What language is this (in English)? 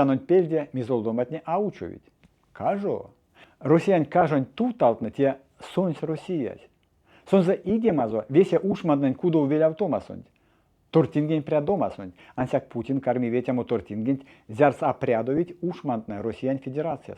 Erzya